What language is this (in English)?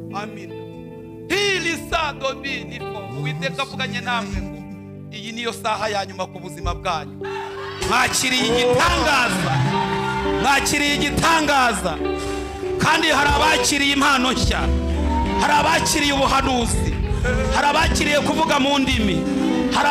Kinyarwanda